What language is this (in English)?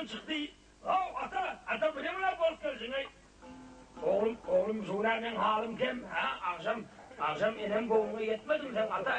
Turkmen